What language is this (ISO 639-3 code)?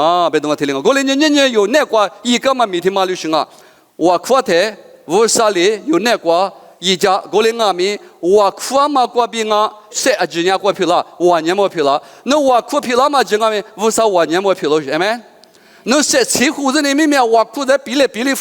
lis